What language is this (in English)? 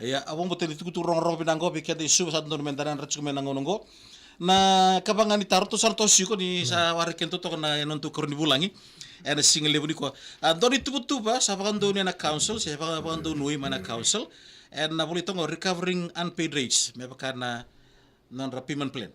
Fijian